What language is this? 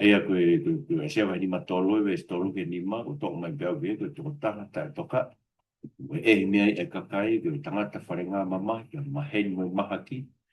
Tongan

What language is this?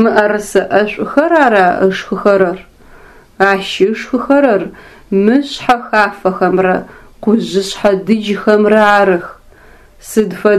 Adyghe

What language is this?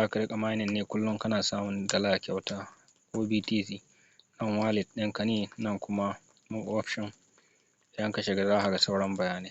Hausa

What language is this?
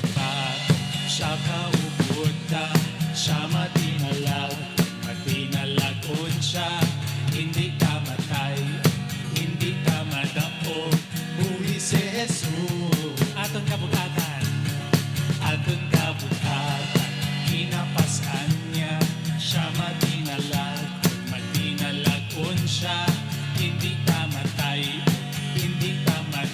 Hiligaynon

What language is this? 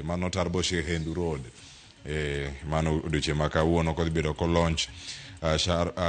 Luo (Kenya and Tanzania)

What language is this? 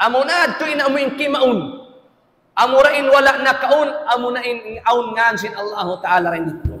Tausug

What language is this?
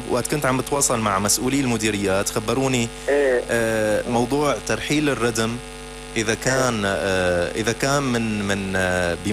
North Levantine Arabic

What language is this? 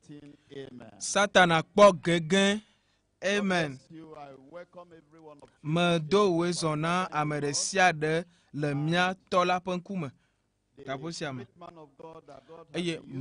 Ewe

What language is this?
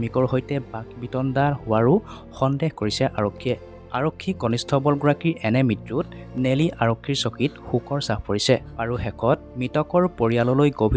Assamese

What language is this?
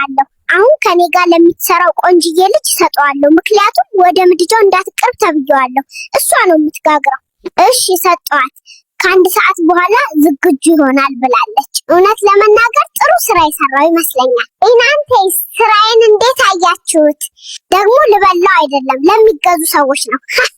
Amharic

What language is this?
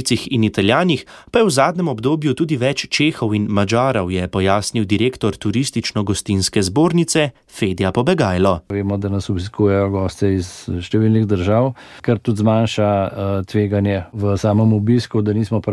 Slovenian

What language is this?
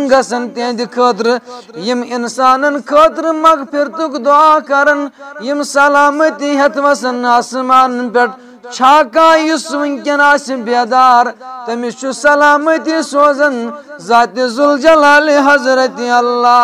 Kashmiri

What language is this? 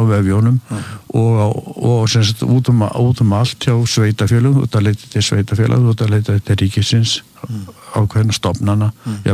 Icelandic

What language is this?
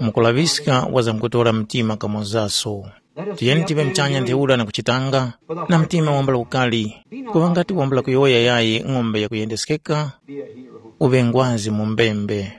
Tumbuka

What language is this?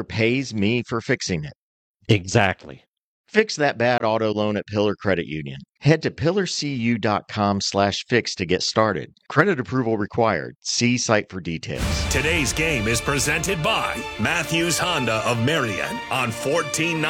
English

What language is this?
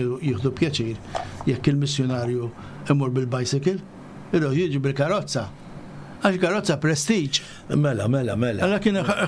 Maltese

